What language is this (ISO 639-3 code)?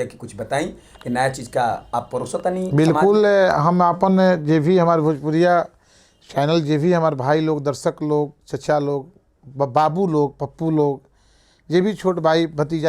bho